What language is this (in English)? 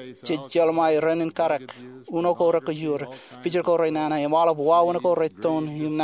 Marshallese